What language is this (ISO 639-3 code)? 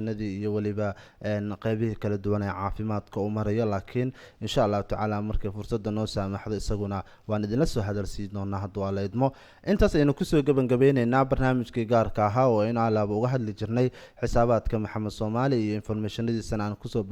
som